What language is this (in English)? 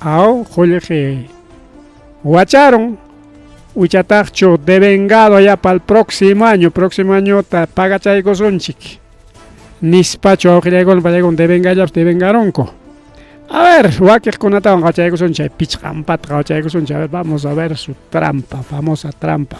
Ayacucho Quechua